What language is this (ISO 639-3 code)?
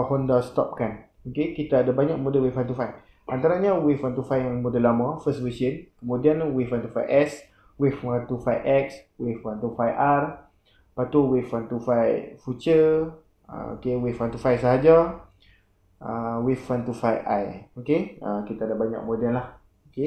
msa